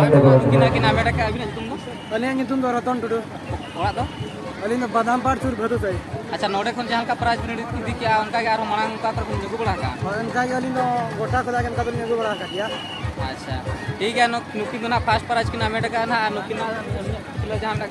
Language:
Santali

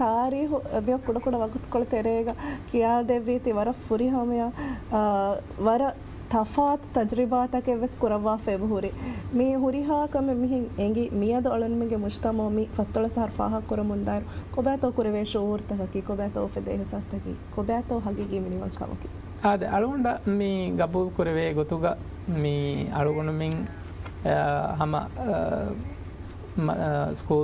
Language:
Divehi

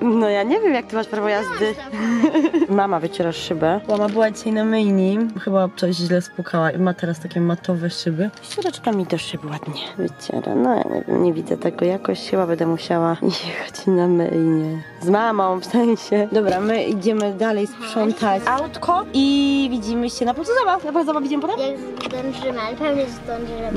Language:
Polish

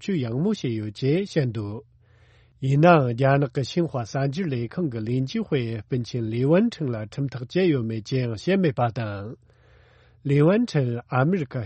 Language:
Tibetan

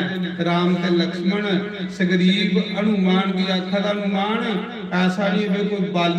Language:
Dogri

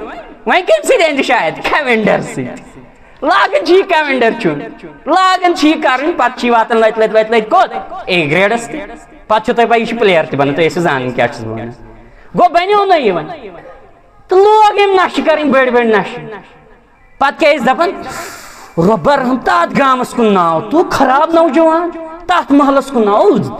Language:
Kashmiri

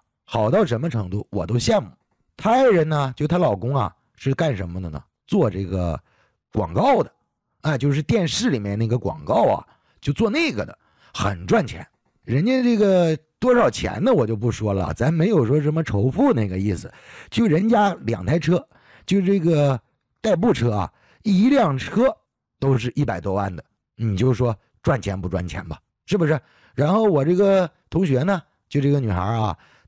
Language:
Chinese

